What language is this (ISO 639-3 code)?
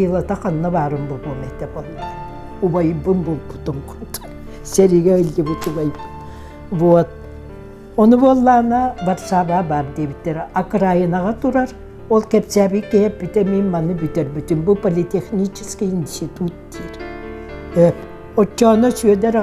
sah